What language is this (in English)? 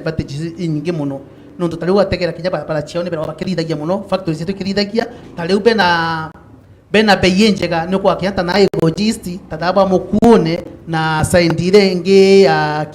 Meru